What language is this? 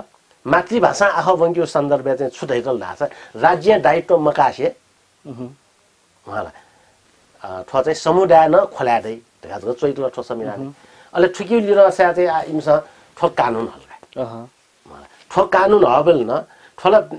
Newari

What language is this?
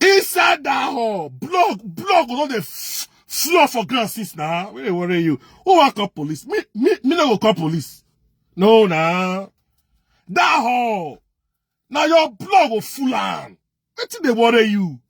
Nigerian Pidgin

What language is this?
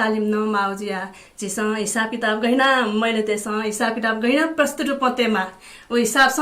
Newari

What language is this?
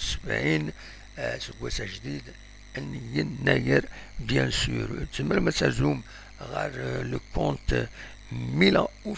Kabyle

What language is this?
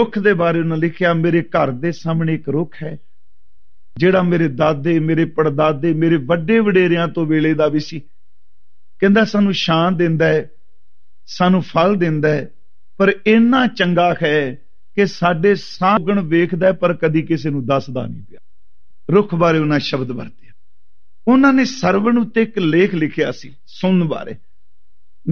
Punjabi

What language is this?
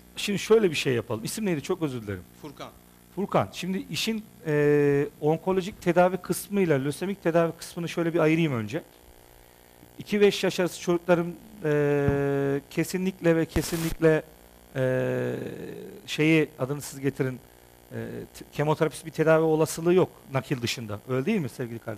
Turkish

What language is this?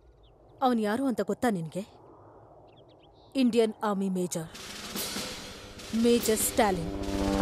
Kannada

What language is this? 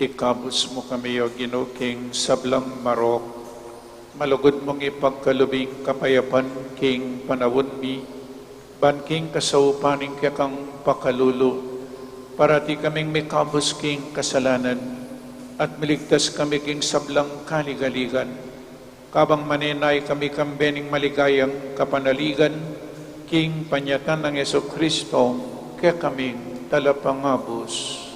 Pampanga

